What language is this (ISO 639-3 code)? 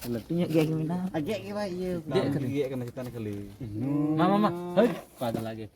sat